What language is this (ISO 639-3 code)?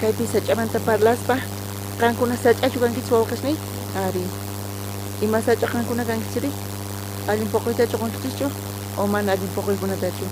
quh